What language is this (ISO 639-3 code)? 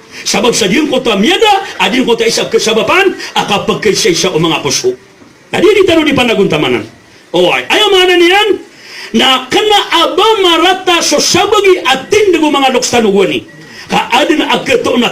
mrw